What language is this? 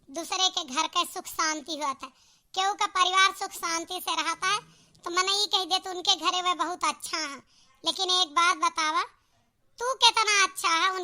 Awadhi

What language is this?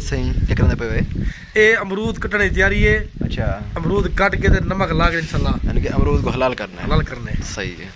Saraiki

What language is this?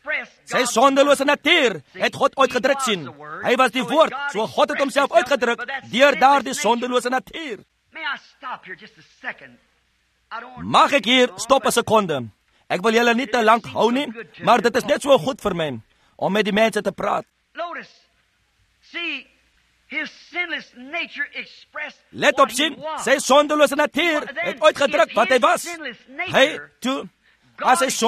Afrikaans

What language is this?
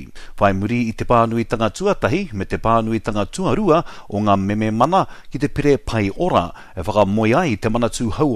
Māori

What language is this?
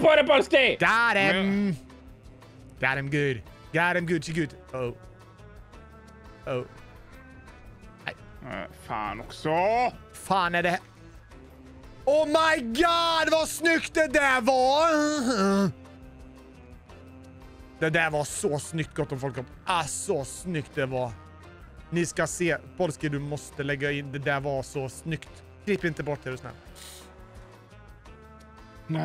Swedish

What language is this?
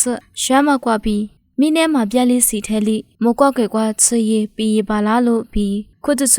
Lisu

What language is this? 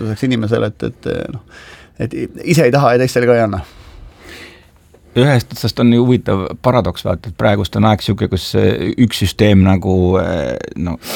Estonian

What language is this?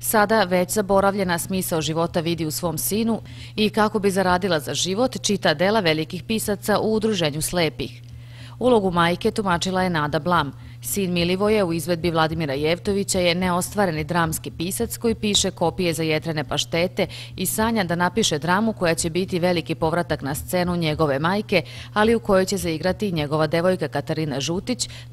Serbian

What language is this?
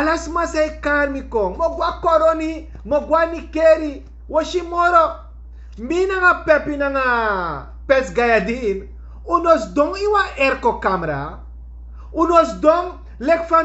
Sranan Tongo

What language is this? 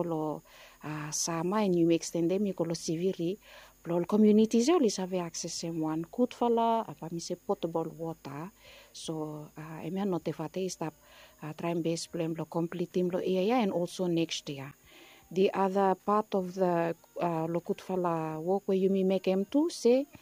Bislama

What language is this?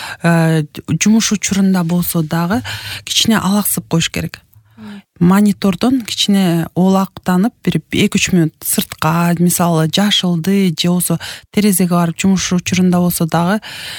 Kyrgyz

